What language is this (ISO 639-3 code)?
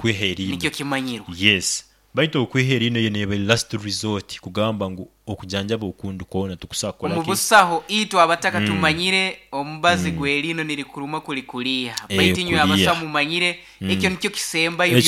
nyn